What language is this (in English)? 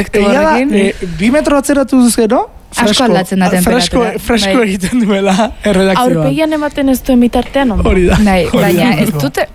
Basque